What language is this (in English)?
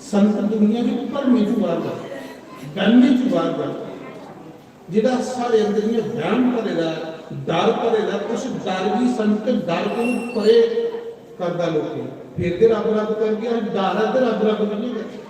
Dogri